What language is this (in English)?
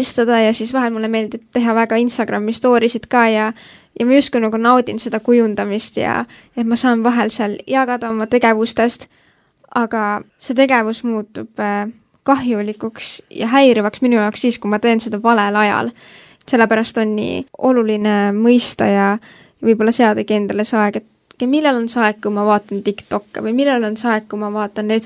Estonian